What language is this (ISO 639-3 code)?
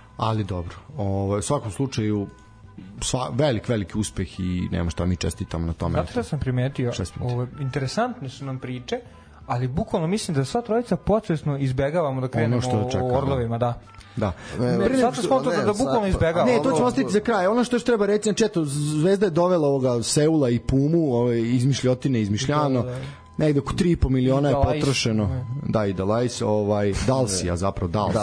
srp